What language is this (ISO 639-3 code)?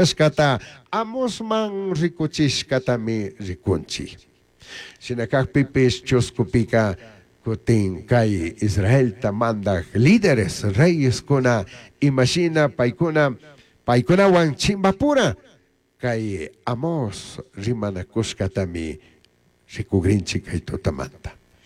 qug